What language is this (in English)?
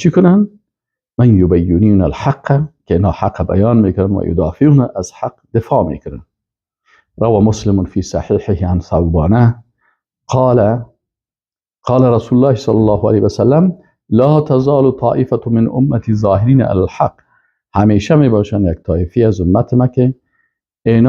Persian